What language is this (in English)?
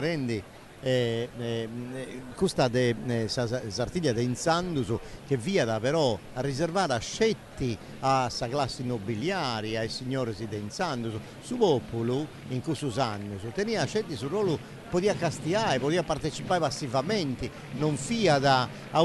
Sardinian